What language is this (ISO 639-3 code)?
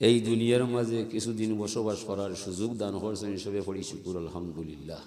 syl